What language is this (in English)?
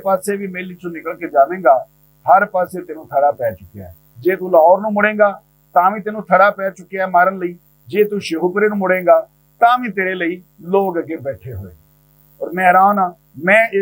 Western Panjabi